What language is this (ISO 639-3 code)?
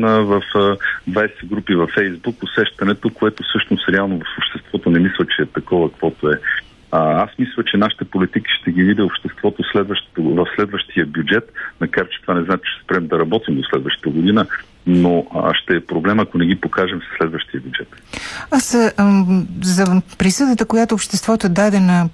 bul